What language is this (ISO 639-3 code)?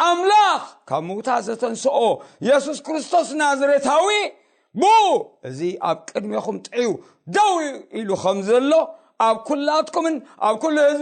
tir